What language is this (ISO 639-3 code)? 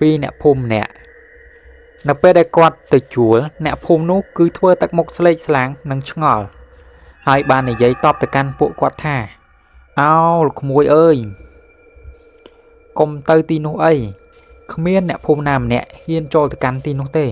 khm